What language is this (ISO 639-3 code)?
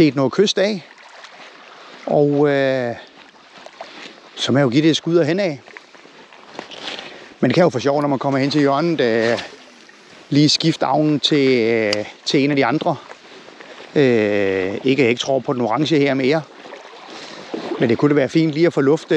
dan